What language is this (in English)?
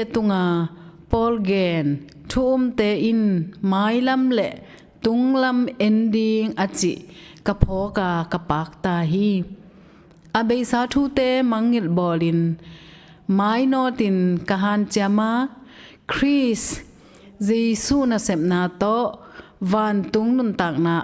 Tedim Chin